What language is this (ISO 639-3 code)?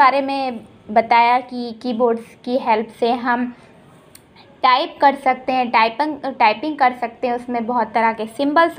hin